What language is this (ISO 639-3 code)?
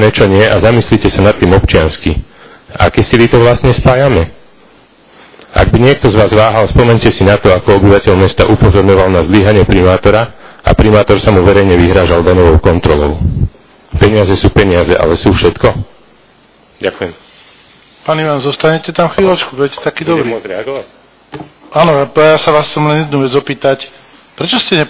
slk